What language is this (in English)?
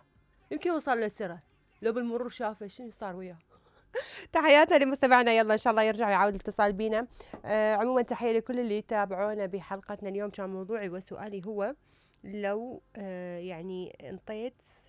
Mesopotamian Arabic